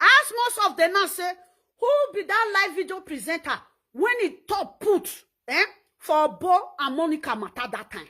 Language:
Nigerian Pidgin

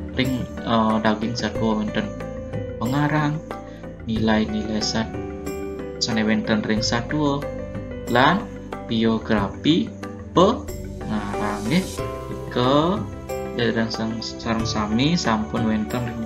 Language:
Balinese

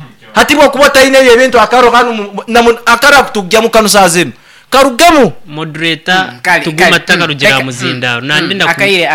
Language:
Nyoro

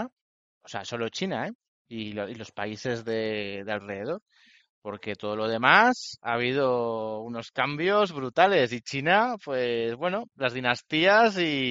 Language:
Spanish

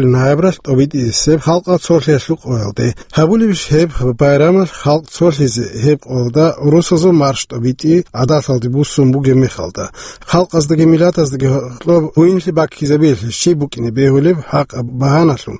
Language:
Avaric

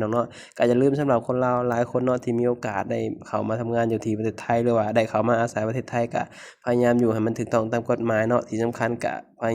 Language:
Lao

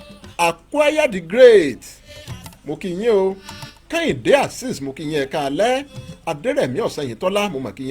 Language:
Yoruba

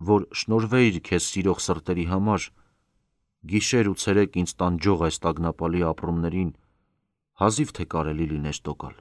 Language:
Armenian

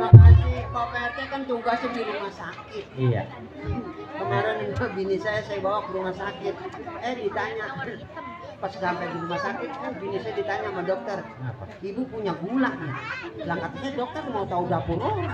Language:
Betawi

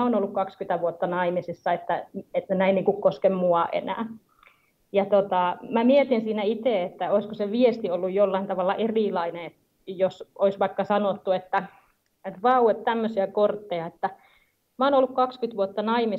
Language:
Finnish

